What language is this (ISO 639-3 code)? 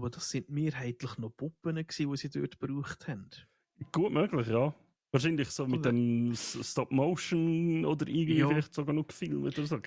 gsw